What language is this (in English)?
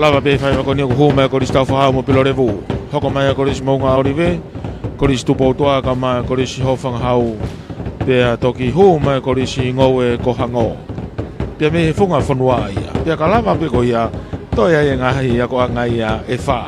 Tongan